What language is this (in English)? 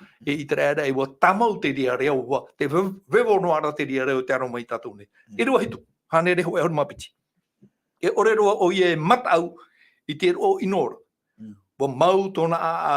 Tahitian